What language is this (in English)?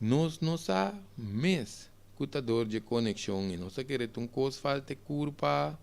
Papiamento